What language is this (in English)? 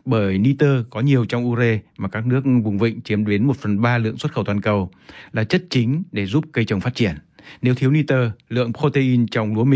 Vietnamese